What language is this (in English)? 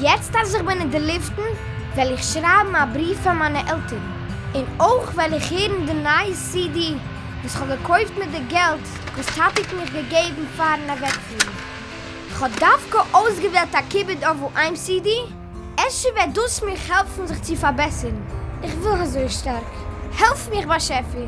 Yiddish